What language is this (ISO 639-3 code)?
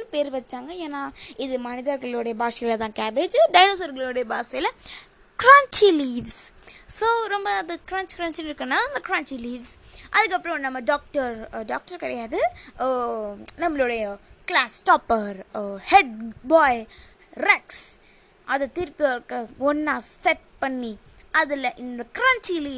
tam